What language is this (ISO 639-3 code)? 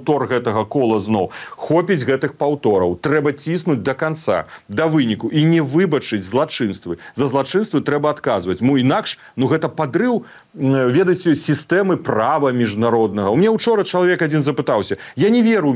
bel